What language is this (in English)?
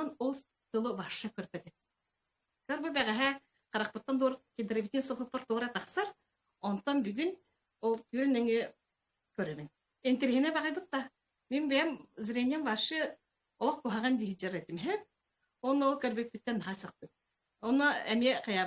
Yakut